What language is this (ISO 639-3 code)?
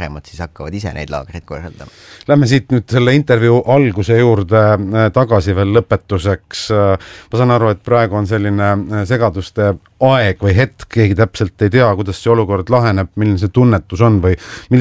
est